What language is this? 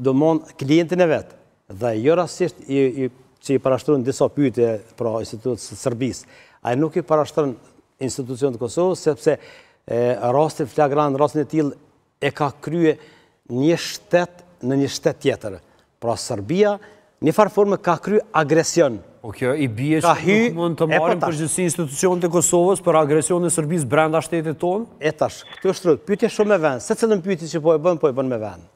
Albanian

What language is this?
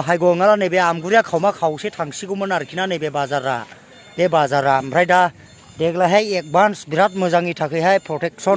Bodo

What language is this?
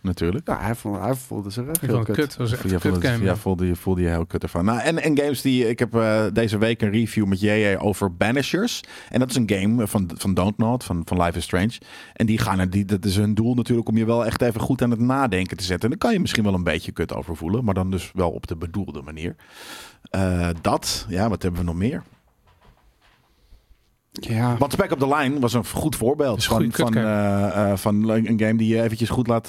Dutch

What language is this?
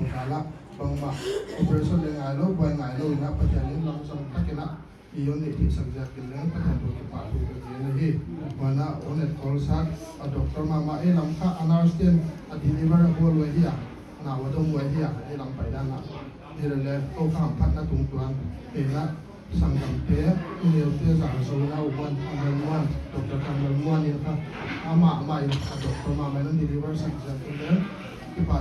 Paite Chin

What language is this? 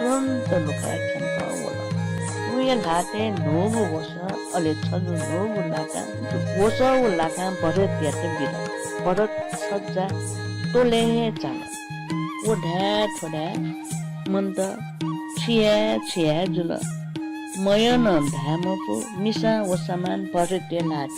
Newari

